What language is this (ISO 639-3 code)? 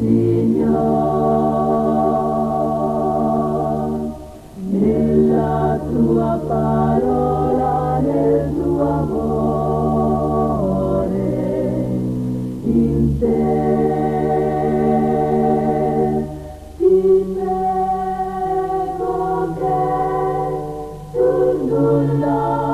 ita